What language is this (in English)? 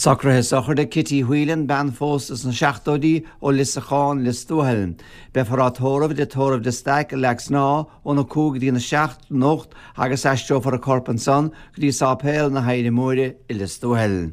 Irish